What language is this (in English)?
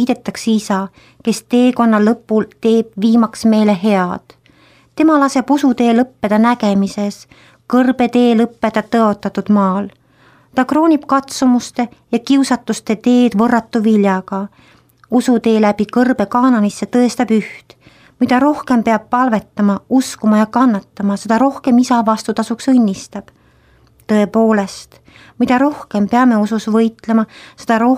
Estonian